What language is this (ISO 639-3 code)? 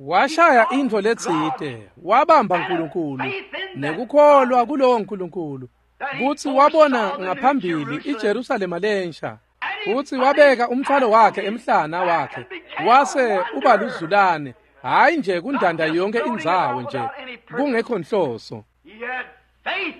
ssw